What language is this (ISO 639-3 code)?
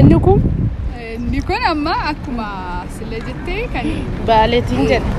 orm